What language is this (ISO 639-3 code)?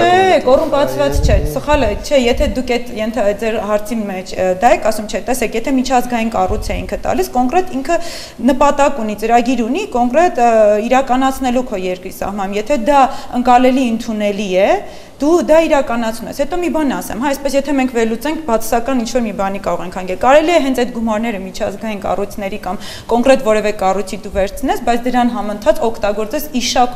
hye